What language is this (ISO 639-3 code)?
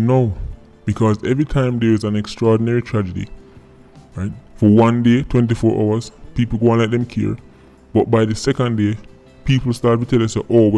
jam